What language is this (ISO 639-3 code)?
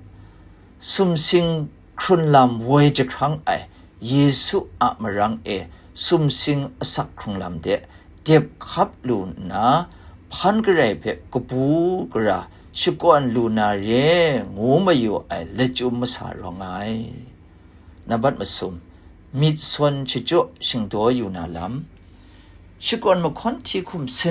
kac